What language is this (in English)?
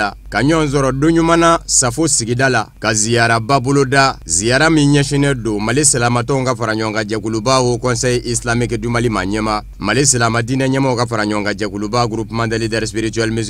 Bambara